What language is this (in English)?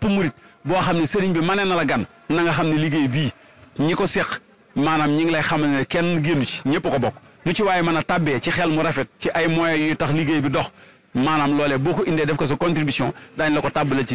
Wolof